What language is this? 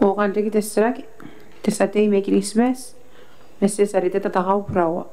Gilbertese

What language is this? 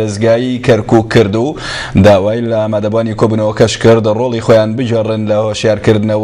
Central Kurdish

